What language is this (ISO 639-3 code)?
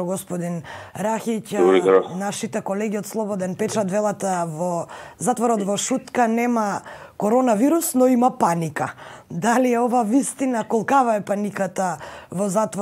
mkd